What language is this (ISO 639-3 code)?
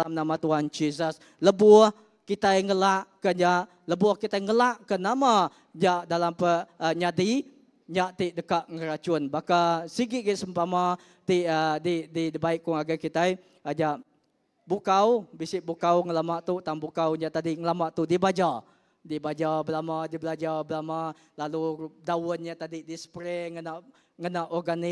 iba